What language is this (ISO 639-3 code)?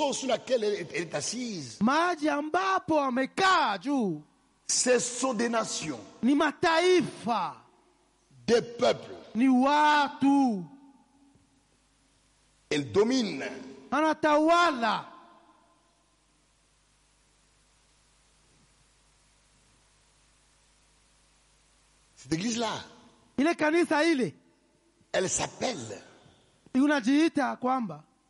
swa